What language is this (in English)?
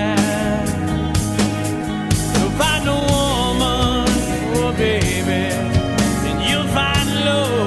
English